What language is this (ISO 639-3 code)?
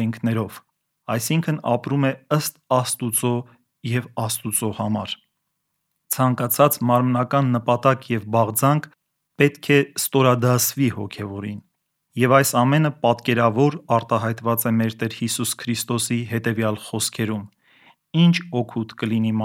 hye